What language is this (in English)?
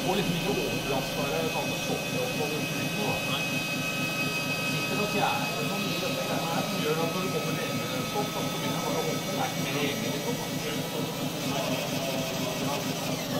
Norwegian